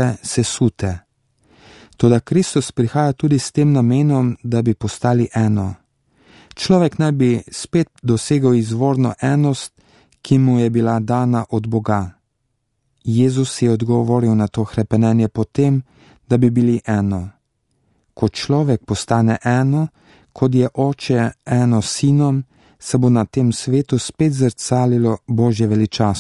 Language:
Slovenian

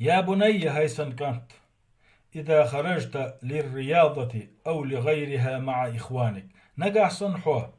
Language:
Chechen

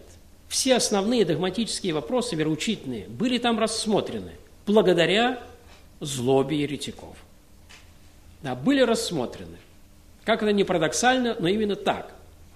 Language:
Russian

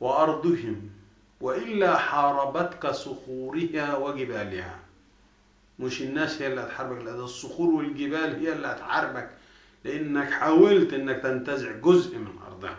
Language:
Egyptian Arabic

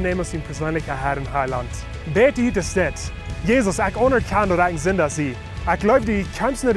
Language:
Plautdietsch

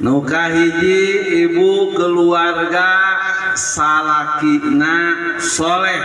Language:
Sundanese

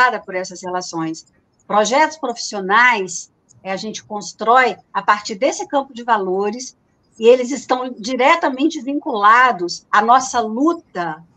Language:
Portuguese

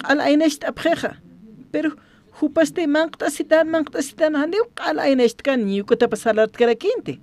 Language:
Aymara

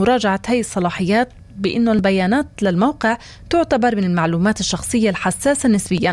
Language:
North Levantine Arabic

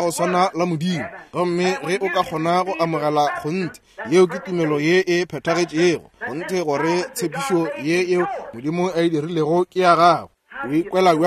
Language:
Northern Sotho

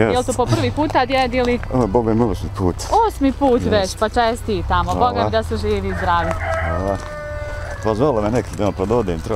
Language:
Bosnian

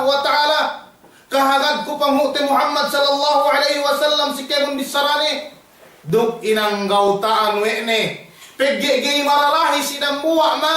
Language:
Yakan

